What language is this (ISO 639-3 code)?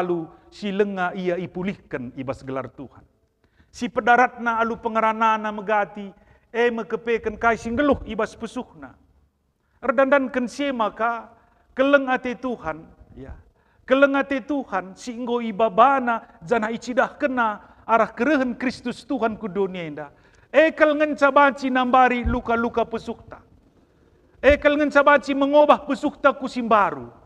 btx